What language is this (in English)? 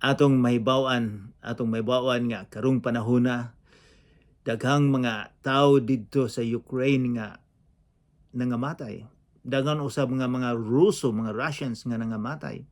Cebuano